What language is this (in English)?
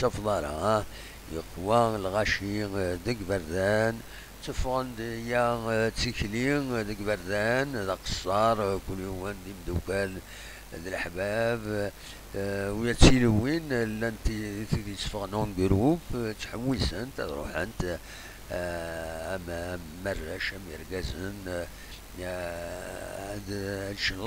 Kabyle